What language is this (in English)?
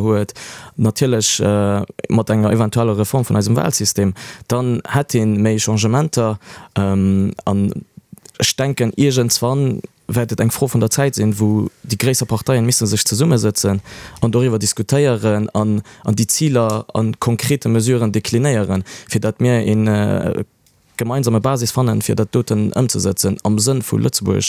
Luxembourgish